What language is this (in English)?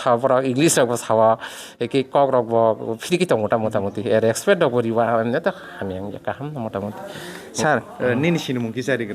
Kok Borok